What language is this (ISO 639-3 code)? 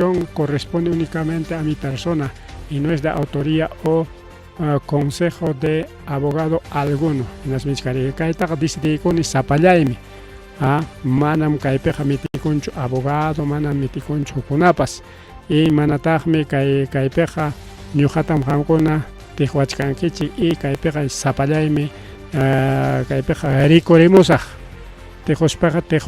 quy